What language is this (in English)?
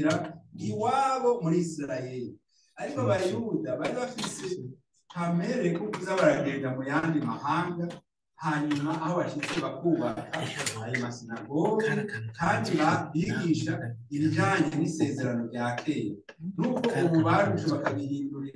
Rundi